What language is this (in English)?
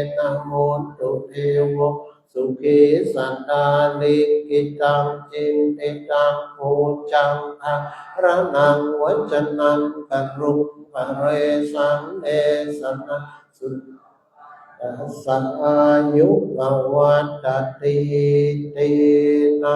Pali